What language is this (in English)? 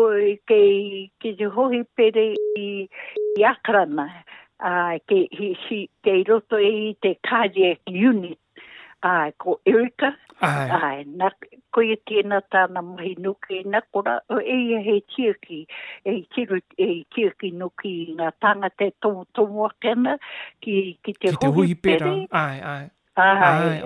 Māori